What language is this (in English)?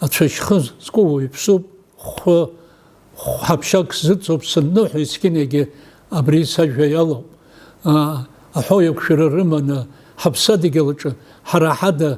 Abkhazian